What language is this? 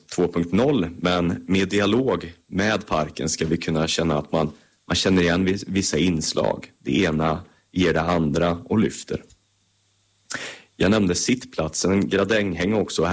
Swedish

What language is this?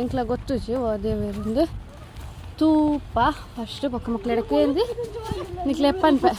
Tulu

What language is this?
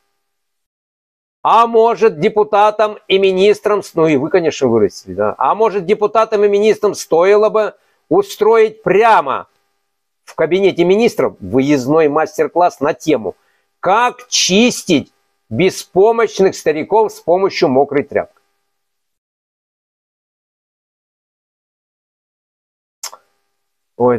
Russian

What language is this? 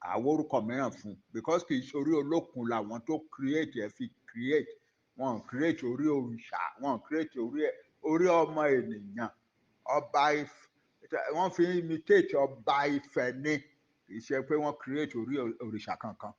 Yoruba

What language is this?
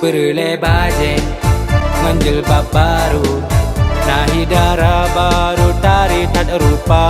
Achinese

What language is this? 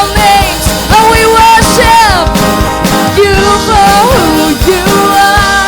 Waray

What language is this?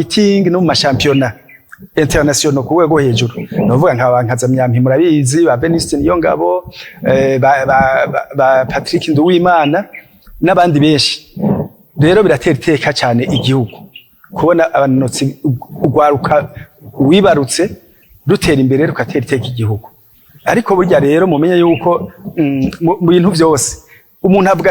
Rundi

